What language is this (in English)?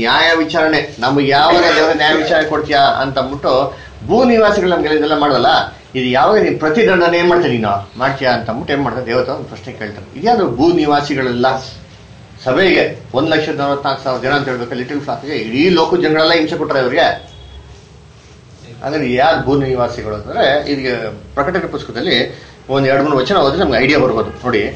Kannada